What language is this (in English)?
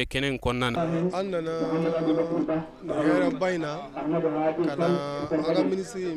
Bambara